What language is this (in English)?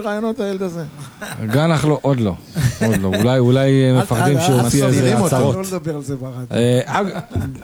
Hebrew